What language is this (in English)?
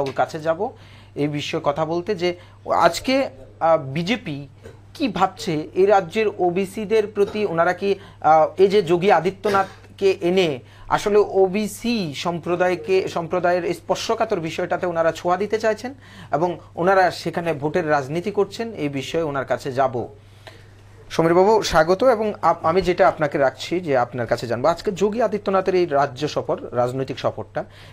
Bangla